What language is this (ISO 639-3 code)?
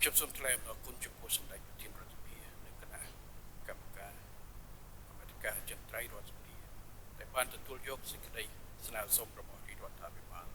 khm